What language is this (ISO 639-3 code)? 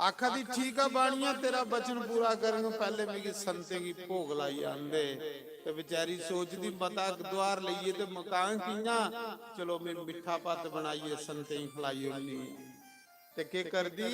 doi